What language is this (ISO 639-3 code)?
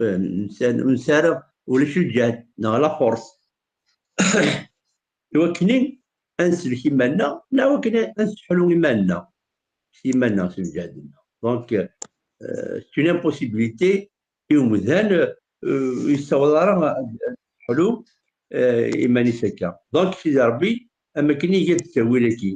kab